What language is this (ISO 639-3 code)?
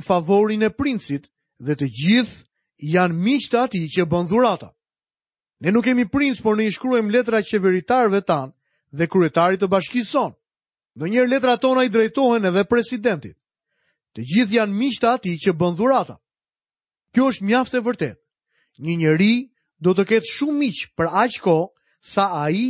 sqi